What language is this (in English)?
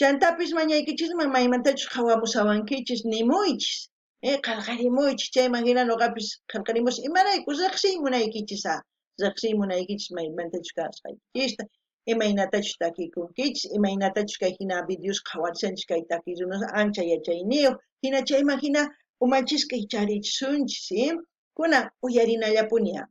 South Bolivian Quechua